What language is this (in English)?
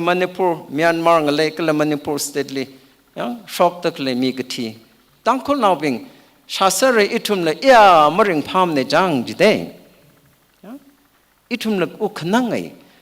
Tangkhul Naga (India)